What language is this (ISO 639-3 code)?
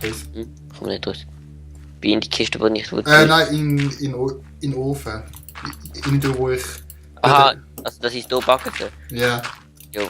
gsw